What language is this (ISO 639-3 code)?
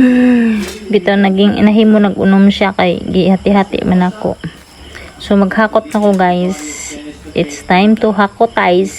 ceb